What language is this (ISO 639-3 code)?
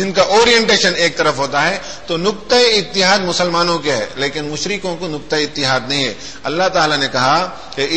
urd